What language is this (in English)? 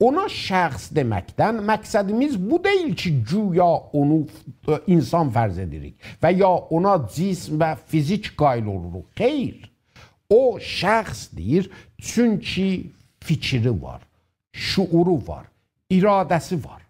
South Azerbaijani